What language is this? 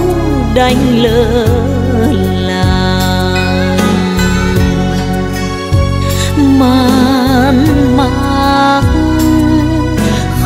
Vietnamese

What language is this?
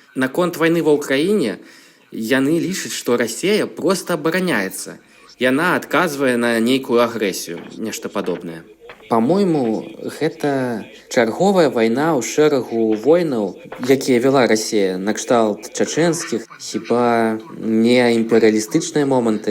Belarusian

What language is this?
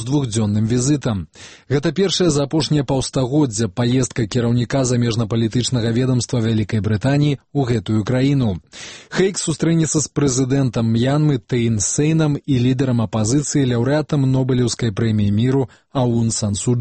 Belarusian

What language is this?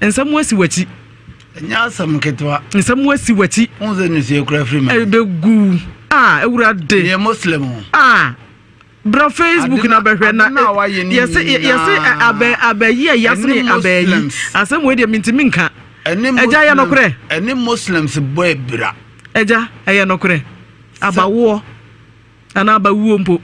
Akan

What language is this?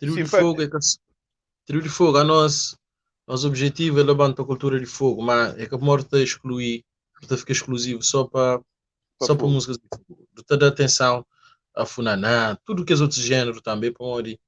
Kabuverdianu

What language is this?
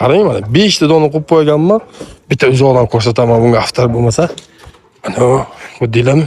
Uzbek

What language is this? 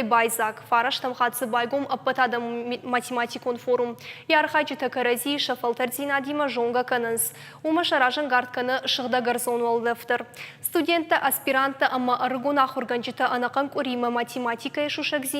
Ossetic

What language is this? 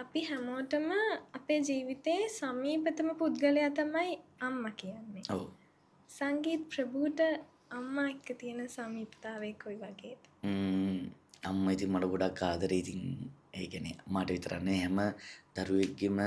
Sinhala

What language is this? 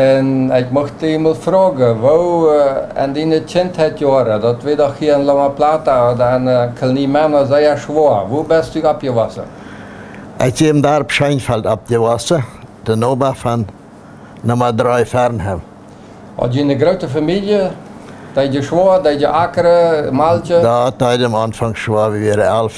Plautdietsch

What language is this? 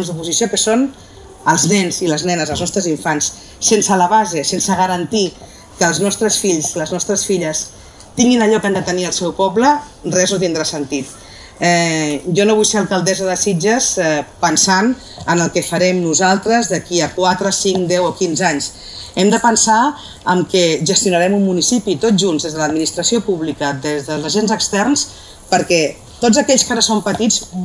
Catalan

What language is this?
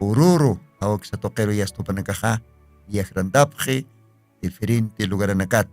Aymara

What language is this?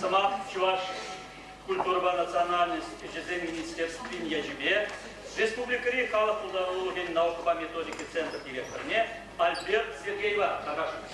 Chuvash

